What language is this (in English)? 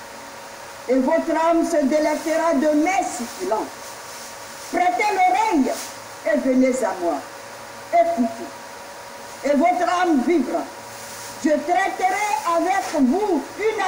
French